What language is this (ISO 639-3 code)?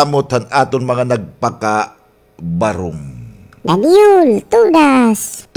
war